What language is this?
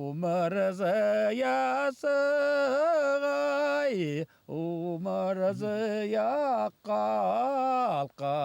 Bashkir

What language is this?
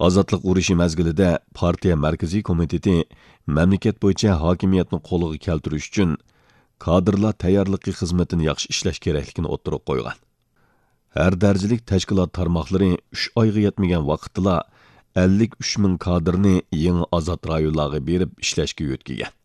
Uyghur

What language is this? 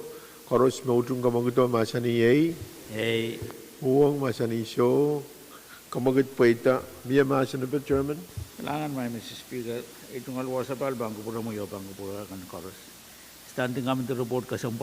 Pohnpeian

